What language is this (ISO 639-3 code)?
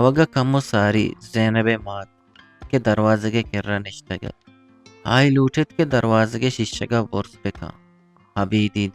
bgp